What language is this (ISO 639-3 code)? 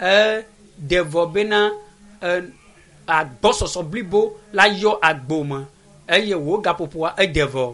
ewe